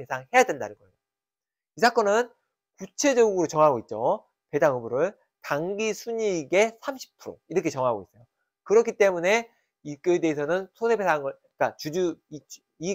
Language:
Korean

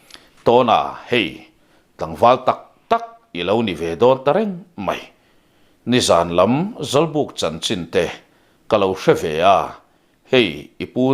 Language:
Mizo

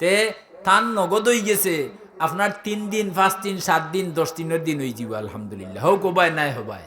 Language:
Sylheti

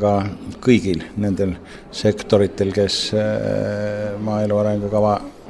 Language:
Estonian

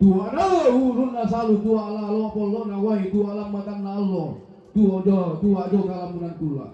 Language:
Toraja-Sa'dan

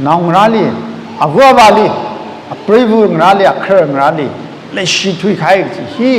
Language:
Tangkhul Naga (India)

